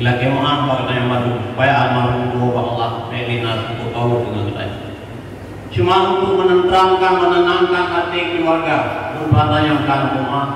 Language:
Achinese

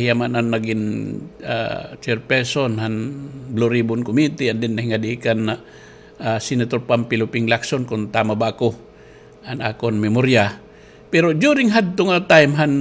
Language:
Waray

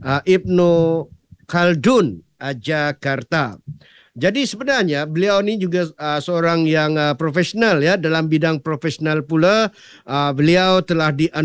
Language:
Malay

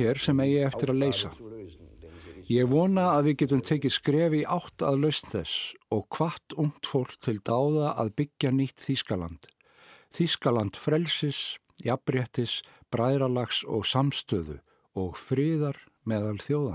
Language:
Icelandic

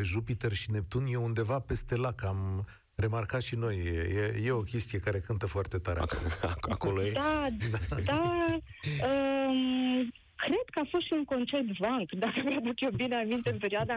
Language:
Romanian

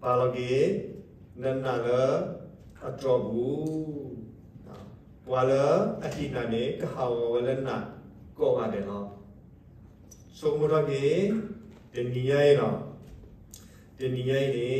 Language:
S'gaw Karen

